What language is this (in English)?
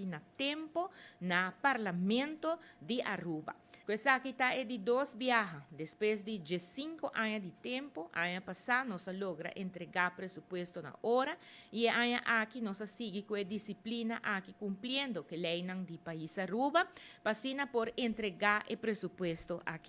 Papiamento